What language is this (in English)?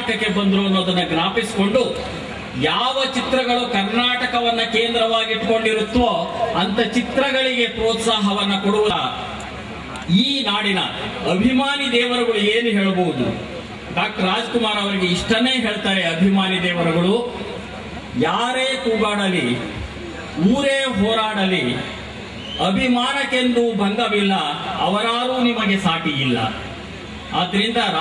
Kannada